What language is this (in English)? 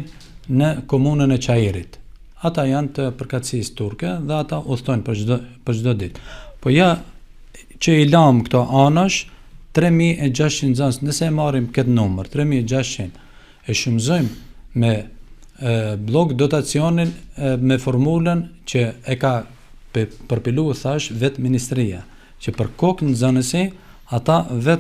Albanian